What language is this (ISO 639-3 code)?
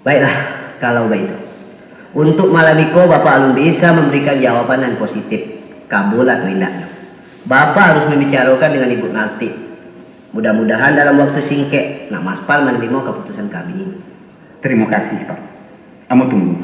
min